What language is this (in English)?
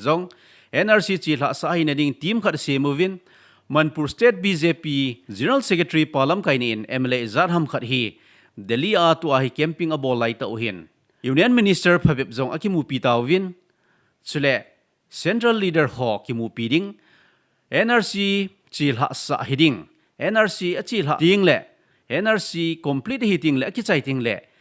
Thado Chin